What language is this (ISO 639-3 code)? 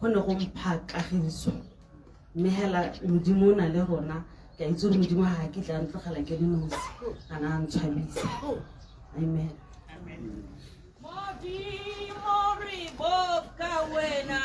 tsn